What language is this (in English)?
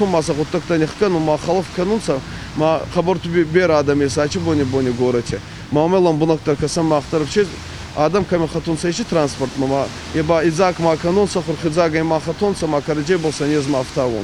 Ossetic